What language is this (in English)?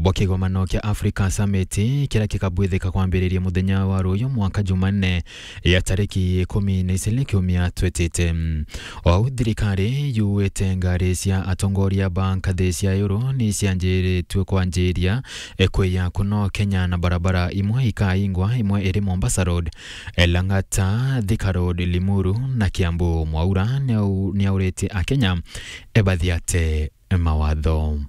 Meru